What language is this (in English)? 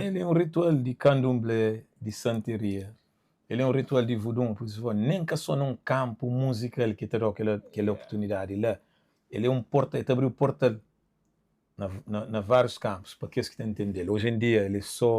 Kabuverdianu